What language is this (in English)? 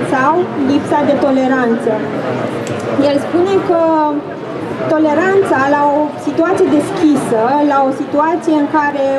Romanian